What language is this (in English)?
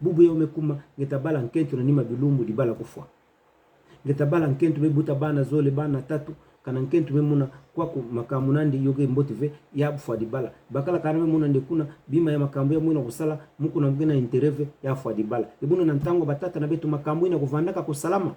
Kituba (Democratic Republic of Congo)